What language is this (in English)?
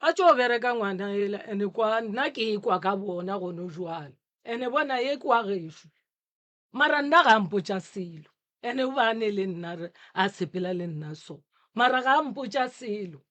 Northern Sotho